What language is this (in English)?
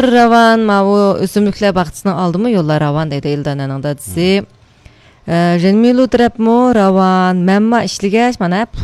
Uyghur